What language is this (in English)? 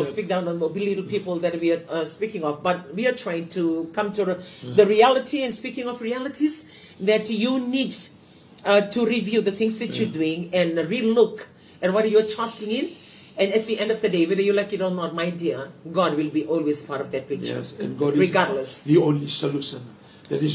Fijian